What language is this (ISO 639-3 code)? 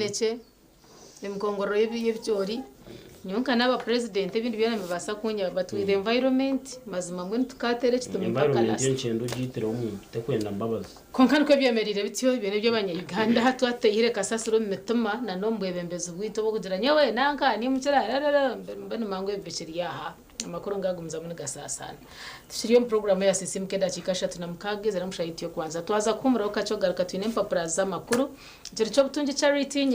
nyn